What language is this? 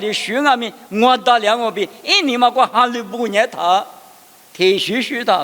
Lisu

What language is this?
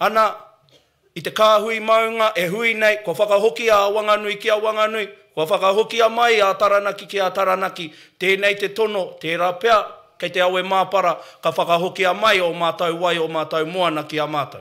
Māori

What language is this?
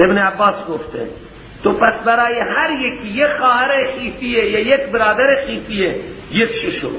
Persian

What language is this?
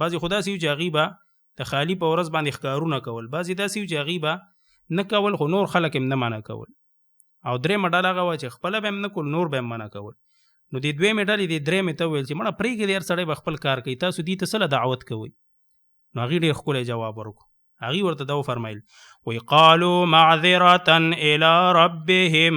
Pashto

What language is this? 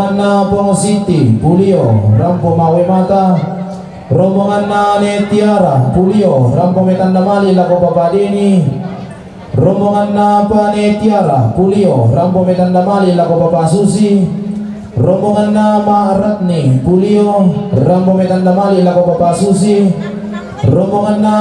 Toraja-Sa'dan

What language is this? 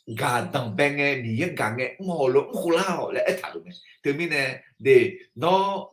Akha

